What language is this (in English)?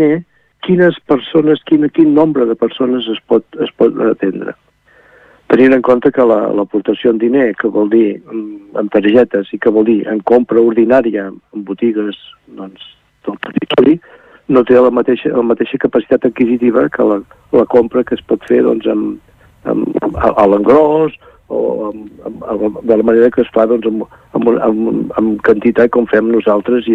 Catalan